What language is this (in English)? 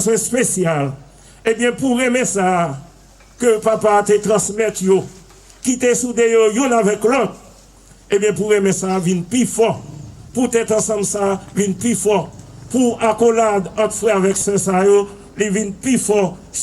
Haitian Creole